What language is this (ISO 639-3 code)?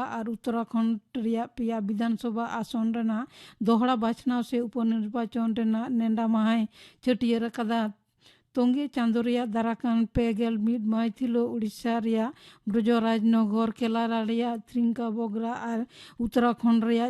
sat